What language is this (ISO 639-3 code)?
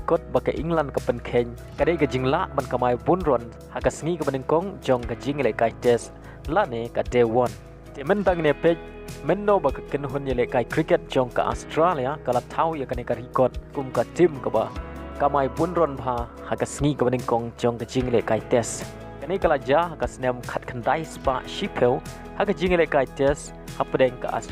kha